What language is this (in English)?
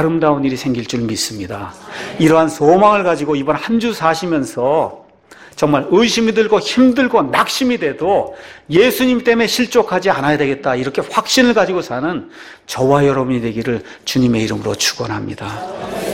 Korean